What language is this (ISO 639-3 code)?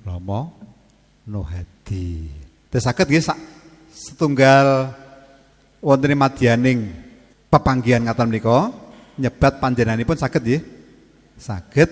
jav